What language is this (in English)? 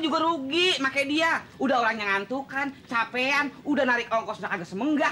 Betawi